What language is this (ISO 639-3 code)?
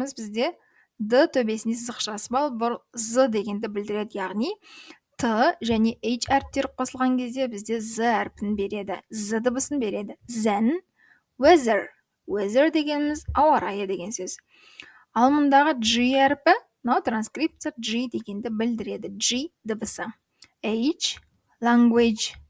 kaz